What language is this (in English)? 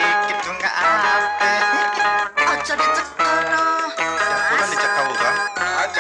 Minangkabau